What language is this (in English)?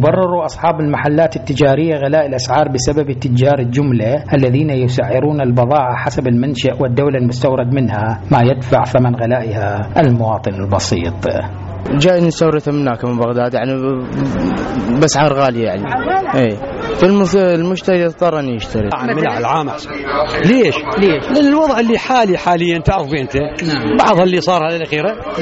Mesopotamian Arabic